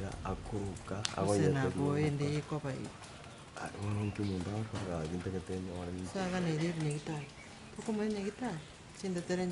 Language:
Gusii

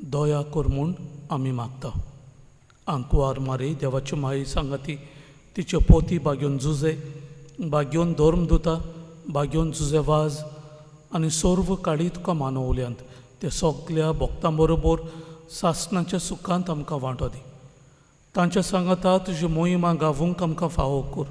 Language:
Konkani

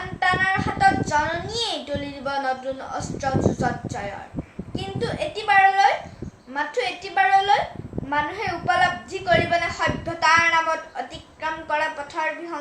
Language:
Assamese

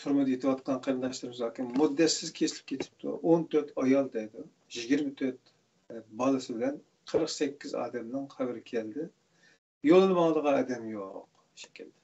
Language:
Uyghur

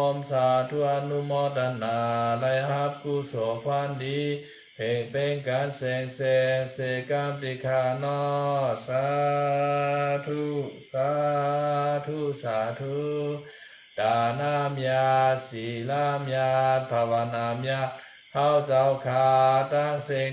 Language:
Shan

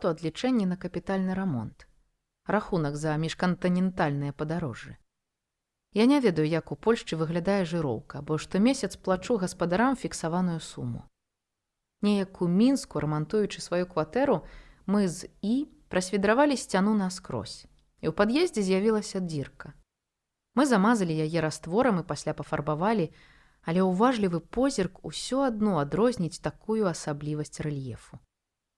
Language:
Belarusian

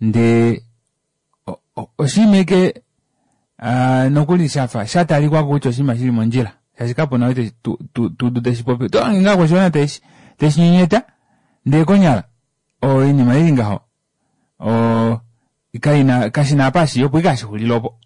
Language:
Kuanyama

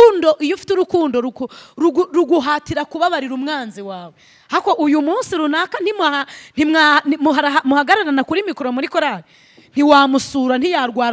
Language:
Kinyarwanda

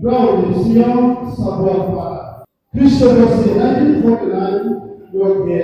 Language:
Riang (India)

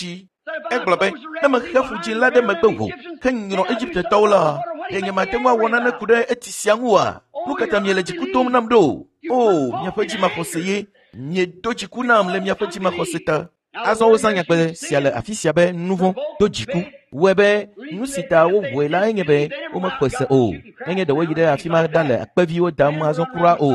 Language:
Ewe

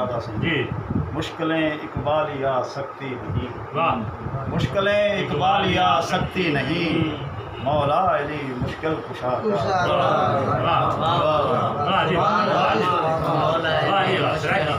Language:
Saraiki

